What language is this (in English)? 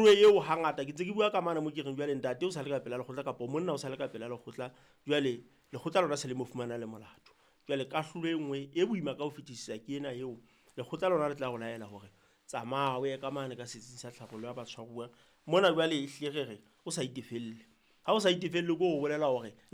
Southern Sotho